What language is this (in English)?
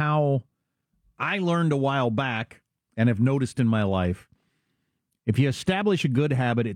English